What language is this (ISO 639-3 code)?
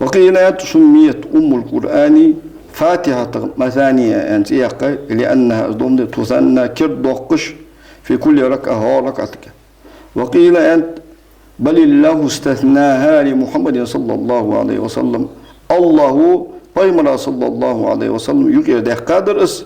inh